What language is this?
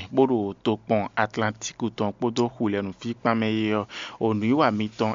Fon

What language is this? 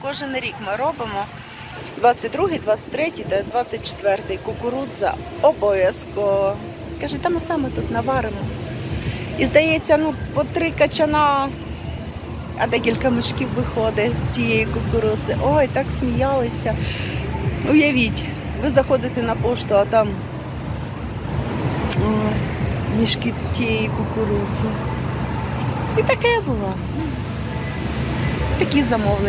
Ukrainian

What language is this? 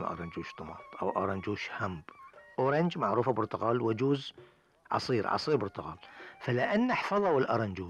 Gulf Arabic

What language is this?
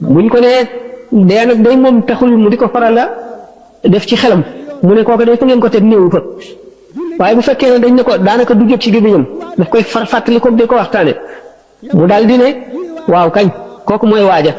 Wolof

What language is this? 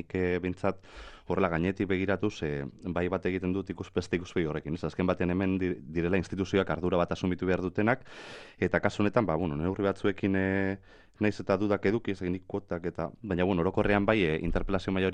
Basque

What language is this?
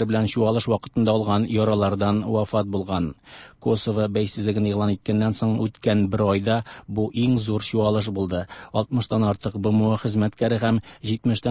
Tatar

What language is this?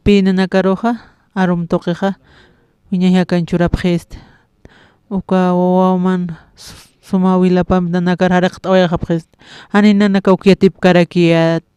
Aymara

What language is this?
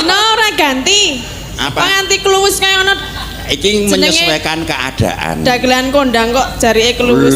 Javanese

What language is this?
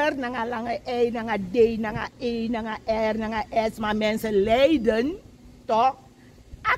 Sranan Tongo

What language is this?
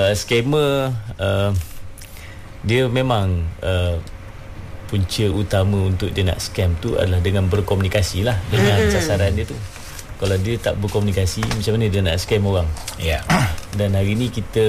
Malay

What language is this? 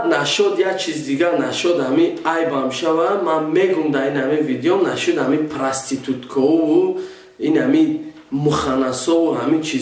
Tajik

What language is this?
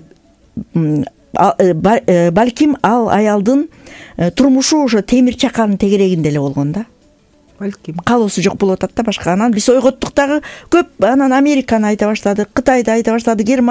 Kyrgyz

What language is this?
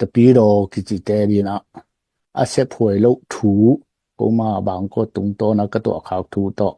Tedim Chin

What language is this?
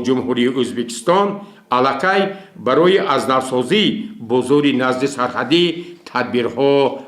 Tajik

